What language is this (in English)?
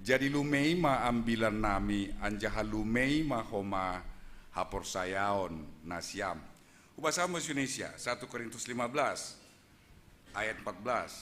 Batak Simalungun